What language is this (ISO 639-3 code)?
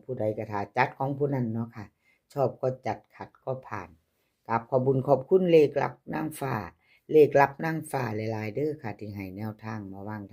tts